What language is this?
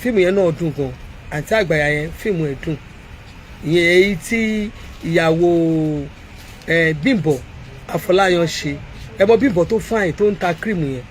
Yoruba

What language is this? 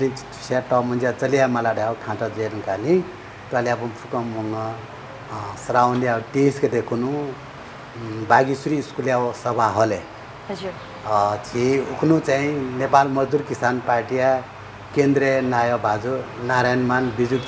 Newari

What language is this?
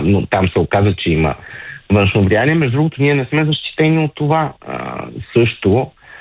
Bulgarian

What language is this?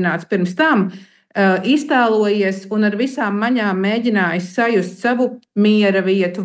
Latvian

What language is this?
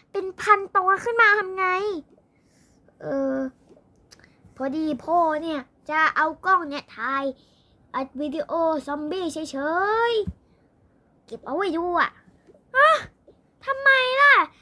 Thai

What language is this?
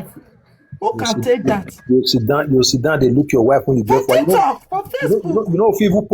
Nigerian Pidgin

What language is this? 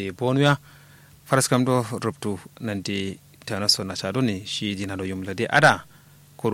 Kanuri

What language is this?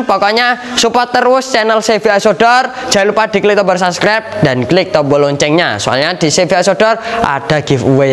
Indonesian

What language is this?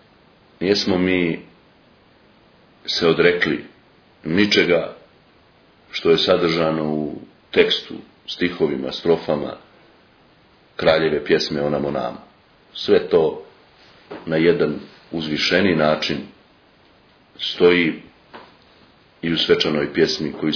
Serbian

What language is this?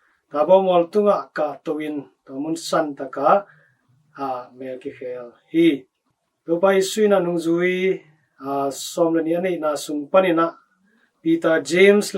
Tedim Chin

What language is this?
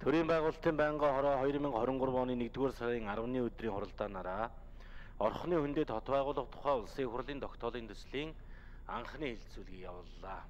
Mongolian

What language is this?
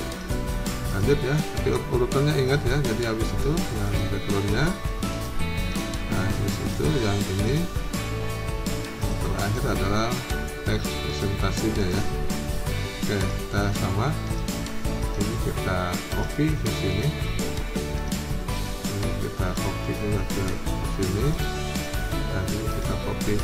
Indonesian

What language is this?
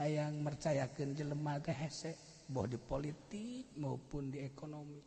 Sundanese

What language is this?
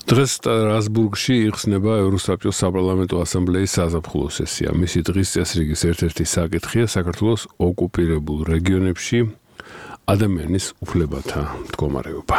Georgian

